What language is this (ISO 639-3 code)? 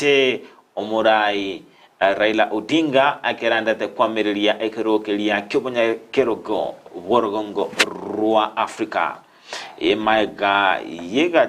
guz